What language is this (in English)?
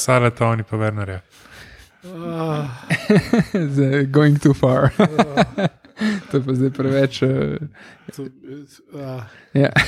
Slovenian